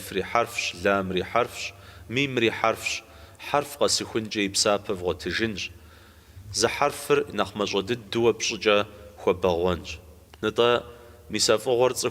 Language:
Kabardian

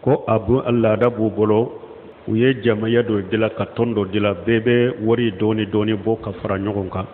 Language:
Bambara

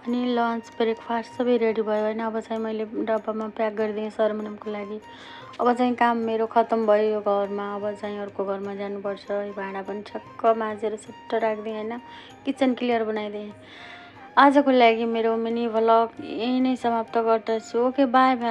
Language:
Nepali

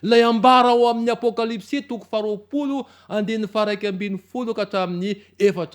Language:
Malagasy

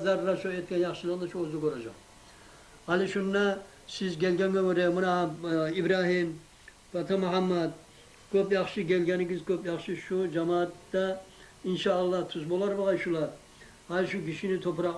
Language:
Kumyk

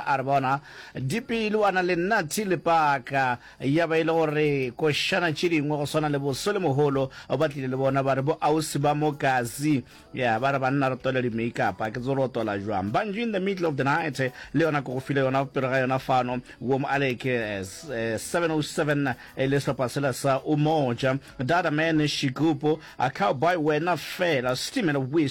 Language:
Northern Sotho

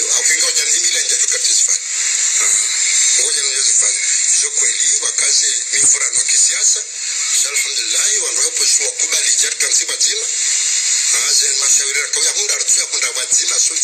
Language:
Swahili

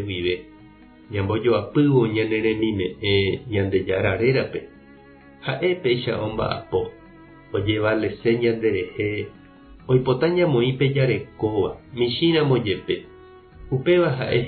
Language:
Guarani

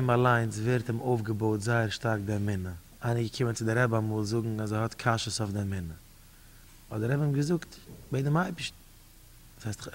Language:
Yiddish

